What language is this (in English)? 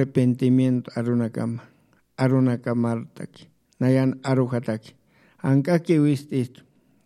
Aymara